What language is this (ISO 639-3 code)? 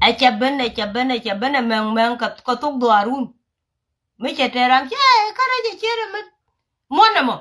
nus